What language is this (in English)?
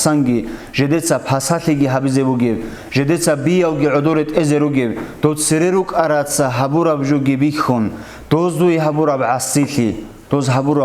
Avaric